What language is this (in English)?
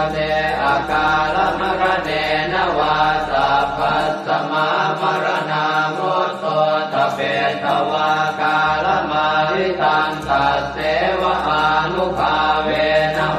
Pali